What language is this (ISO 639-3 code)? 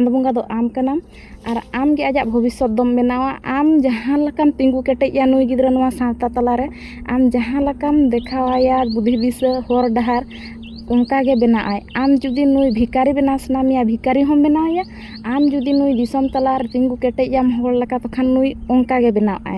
sat